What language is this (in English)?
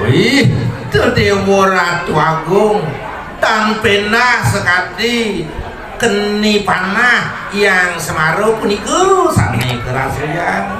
Balinese